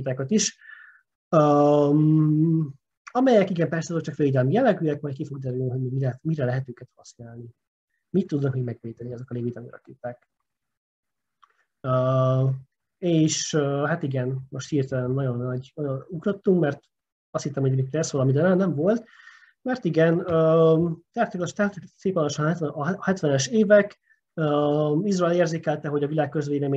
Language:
Hungarian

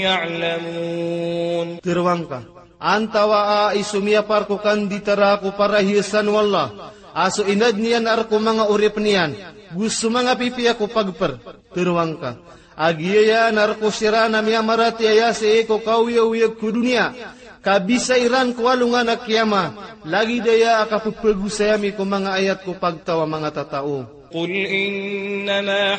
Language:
Maranao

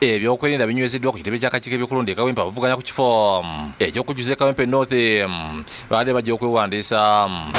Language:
Ganda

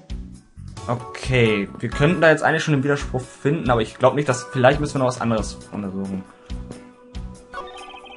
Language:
German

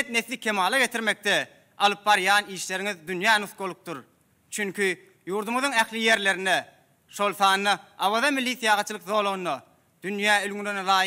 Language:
Turkmen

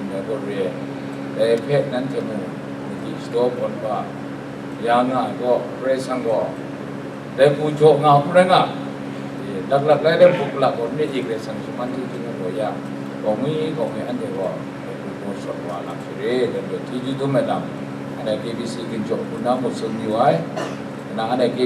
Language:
Kachin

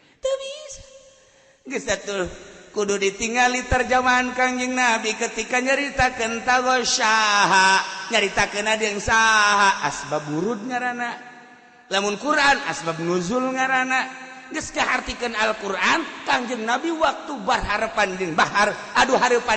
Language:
Sundanese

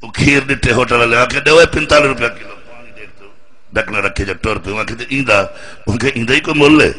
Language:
Saraiki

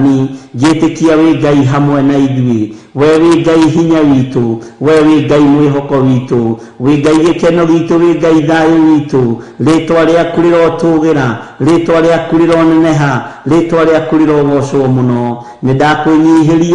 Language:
Kikuyu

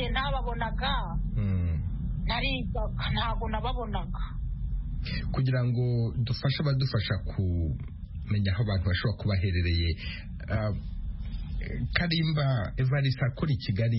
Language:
Kinyarwanda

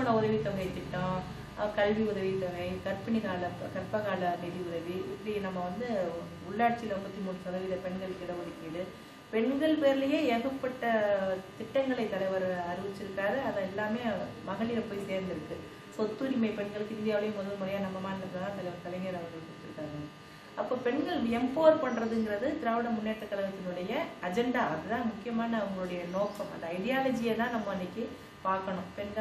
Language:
Tamil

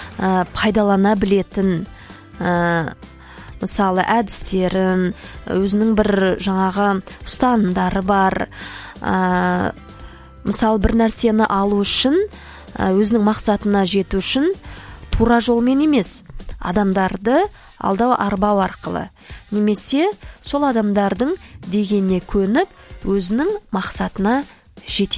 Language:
Kazakh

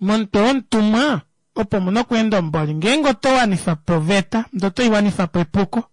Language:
Kuanyama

